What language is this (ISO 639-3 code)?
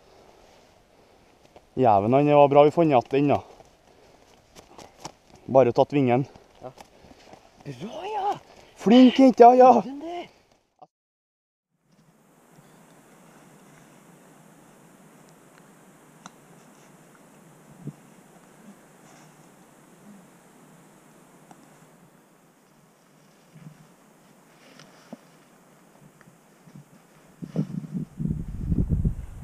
nor